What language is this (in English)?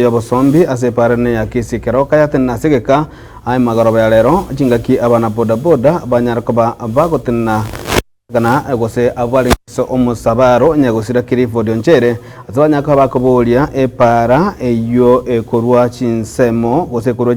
Gusii